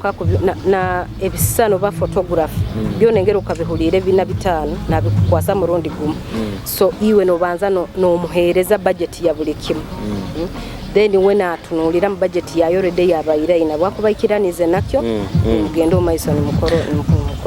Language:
Nyoro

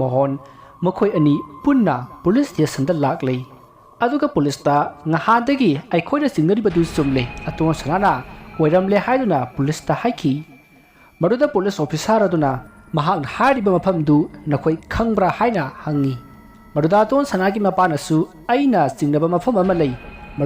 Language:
Manipuri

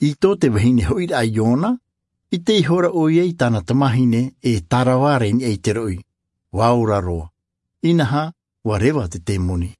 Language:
Tahitian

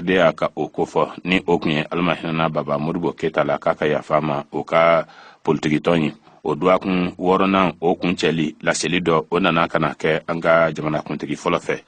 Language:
Bambara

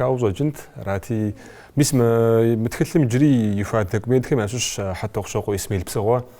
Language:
Kabardian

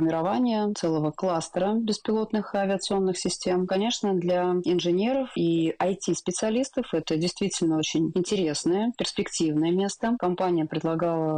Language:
Russian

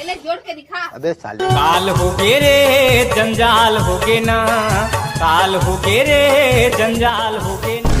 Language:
Chhattisgarhi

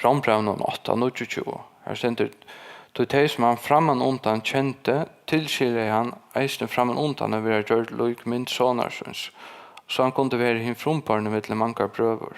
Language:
Faroese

